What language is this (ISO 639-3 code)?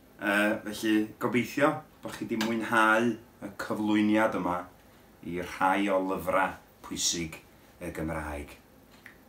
cym